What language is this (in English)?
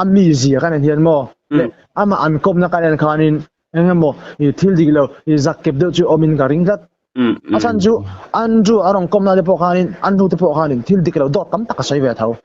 Mizo